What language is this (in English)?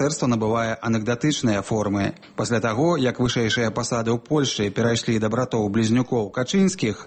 Belarusian